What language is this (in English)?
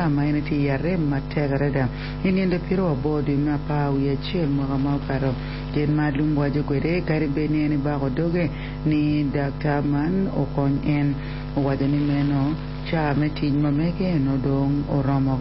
Acoli